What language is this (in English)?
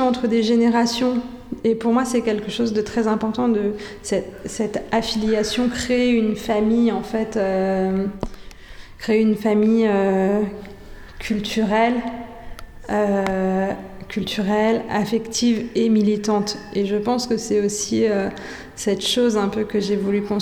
French